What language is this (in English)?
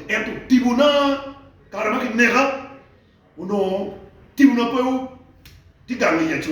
Acoli